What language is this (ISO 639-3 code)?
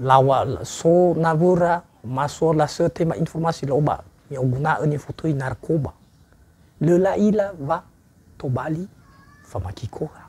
nia